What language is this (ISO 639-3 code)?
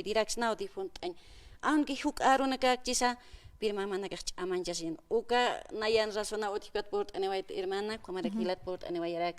aym